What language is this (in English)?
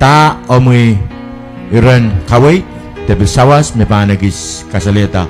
Pohnpeian